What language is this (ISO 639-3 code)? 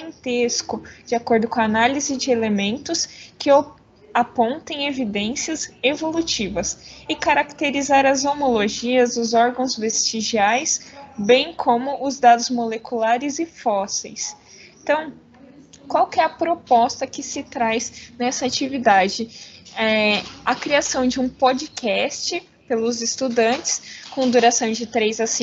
por